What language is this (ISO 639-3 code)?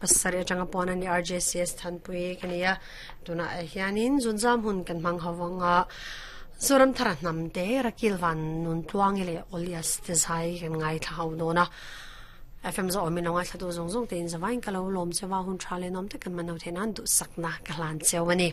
lus